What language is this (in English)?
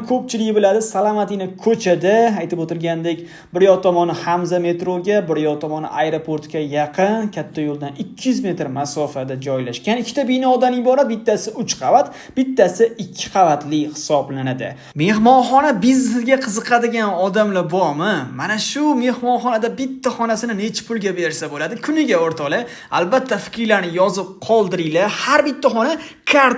Uzbek